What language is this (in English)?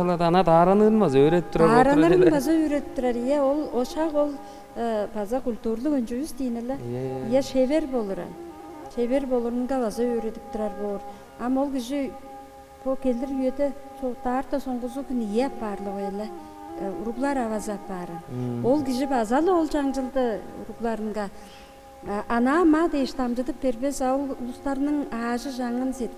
Tuvinian